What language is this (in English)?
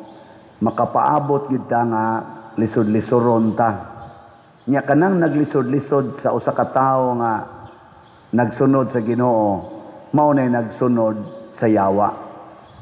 Cebuano